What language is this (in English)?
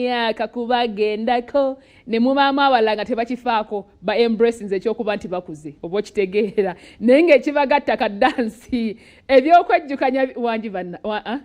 Ganda